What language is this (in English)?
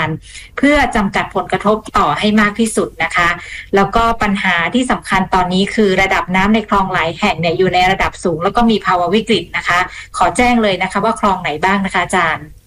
Thai